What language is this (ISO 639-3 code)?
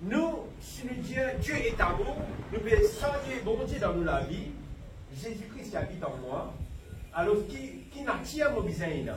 mfe